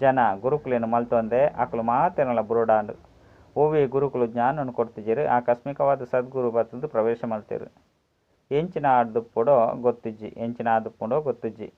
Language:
Tulu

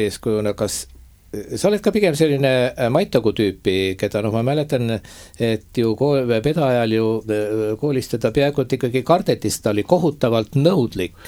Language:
Estonian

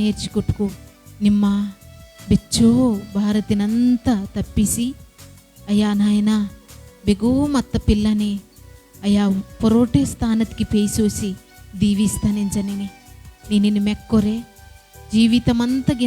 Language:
Koya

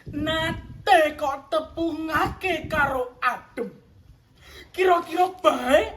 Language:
Javanese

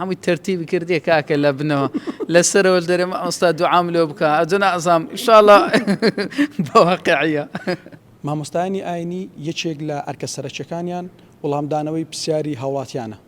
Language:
Central Kurdish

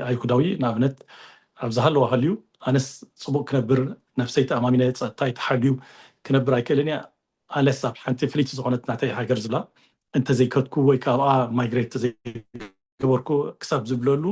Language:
Tigrinya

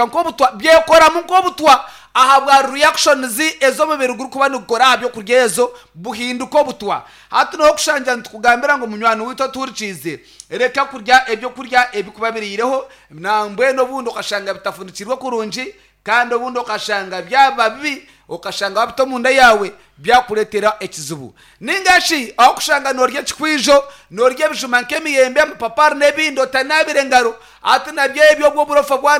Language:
Nyankole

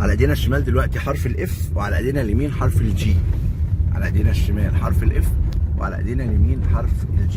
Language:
Egyptian Arabic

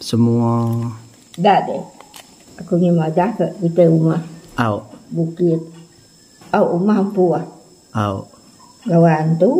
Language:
Iban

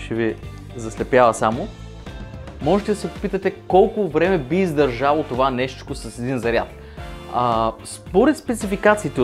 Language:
Bulgarian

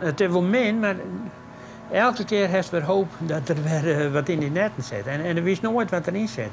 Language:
Western Frisian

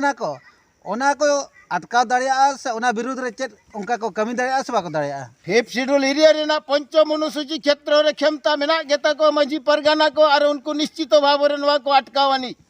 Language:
Santali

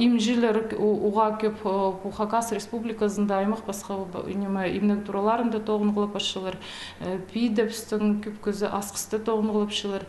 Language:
Khakas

